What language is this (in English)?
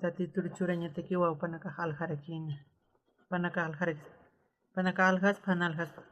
Aymara